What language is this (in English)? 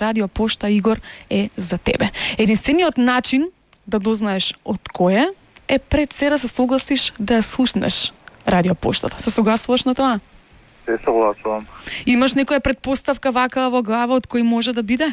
Macedonian